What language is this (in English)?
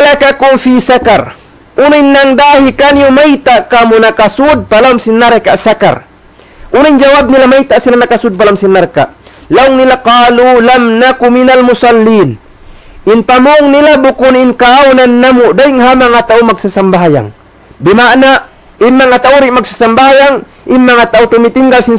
Tausug